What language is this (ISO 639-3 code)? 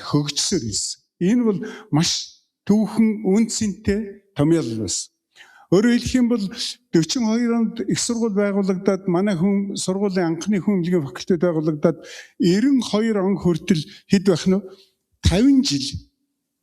mon